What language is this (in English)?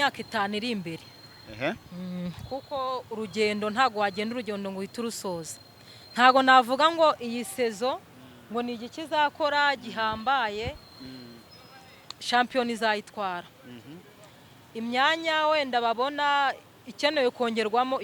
Kinyarwanda